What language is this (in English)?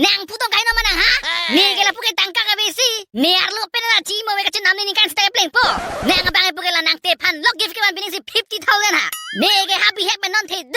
Karbi